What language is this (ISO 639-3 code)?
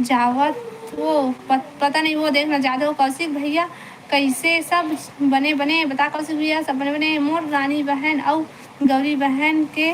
hne